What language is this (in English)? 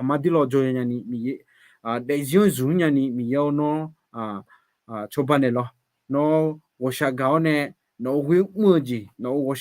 Akha